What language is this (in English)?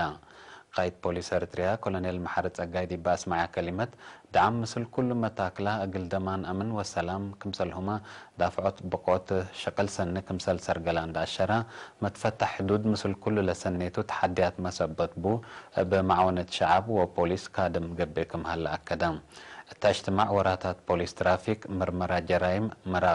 Tigre